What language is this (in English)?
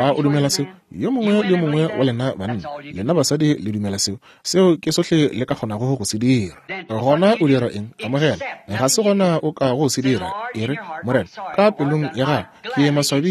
Northern Sotho